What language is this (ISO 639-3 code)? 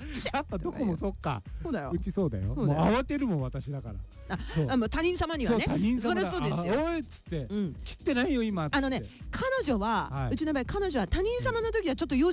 jpn